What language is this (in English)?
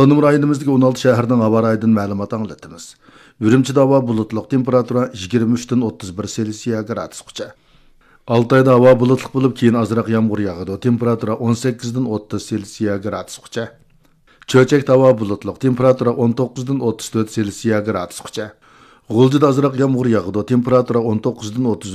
Uyghur